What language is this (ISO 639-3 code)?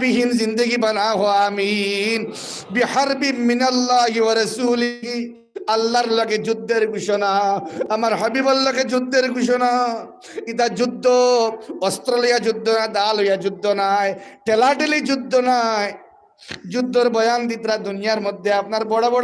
syl